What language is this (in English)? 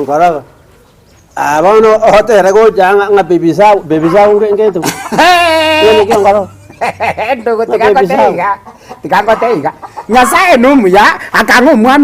Gusii